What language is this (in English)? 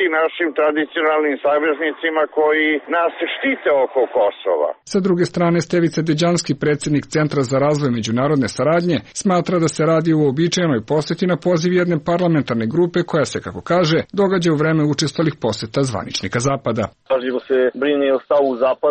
Serbian